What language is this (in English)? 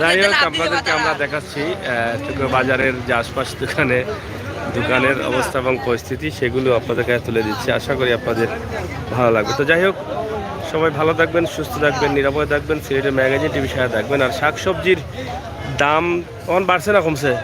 Sylheti